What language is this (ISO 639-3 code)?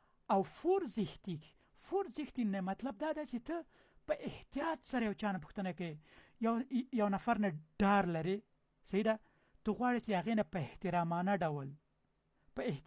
pus